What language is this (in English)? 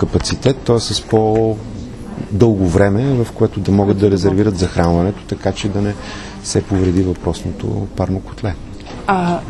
Bulgarian